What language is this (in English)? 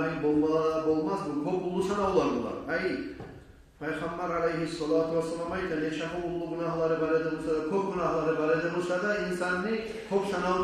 Kumyk